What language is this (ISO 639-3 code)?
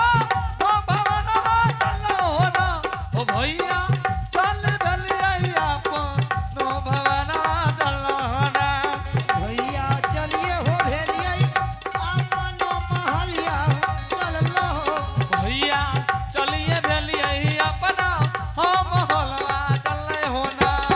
anp